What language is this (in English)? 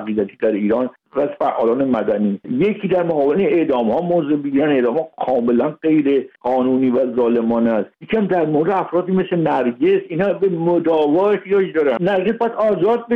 Persian